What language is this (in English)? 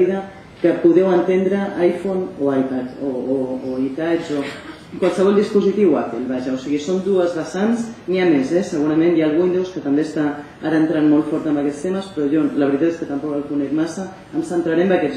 Catalan